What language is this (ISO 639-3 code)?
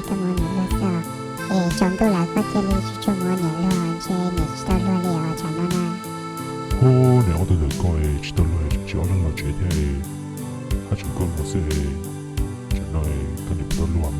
hmn